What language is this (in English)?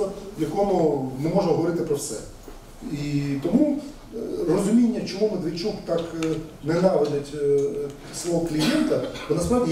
Ukrainian